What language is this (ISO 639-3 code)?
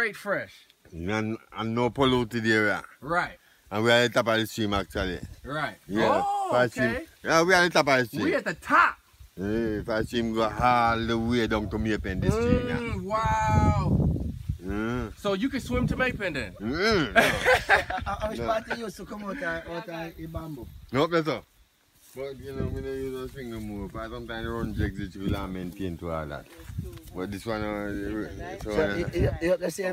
jam